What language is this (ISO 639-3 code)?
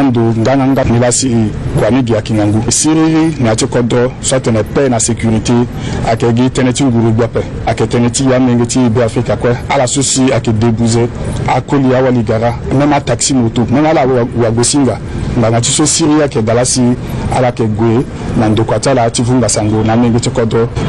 sag